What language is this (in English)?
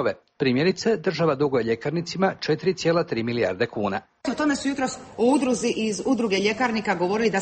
Croatian